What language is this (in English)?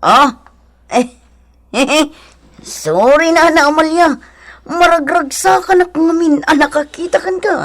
Iloko